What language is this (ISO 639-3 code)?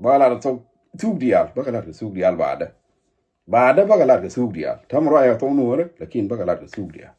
nus